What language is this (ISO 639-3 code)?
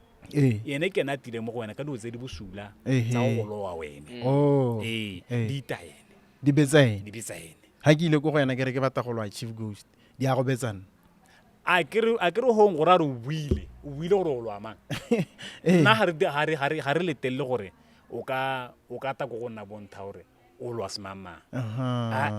tsn